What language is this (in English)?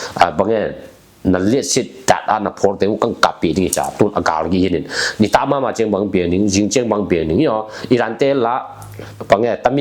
Tedim Chin